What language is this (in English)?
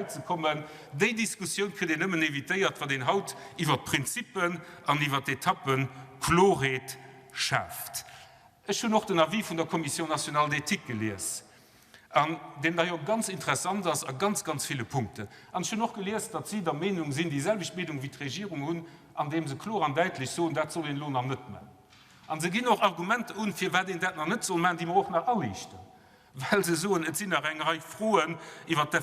Luxembourgish